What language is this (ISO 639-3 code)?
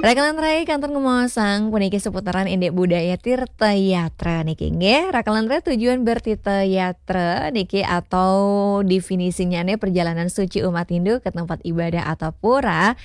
ban